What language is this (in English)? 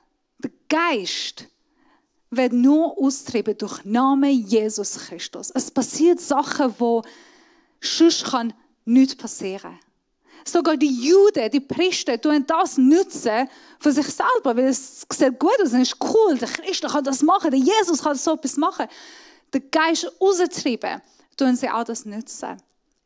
Swiss German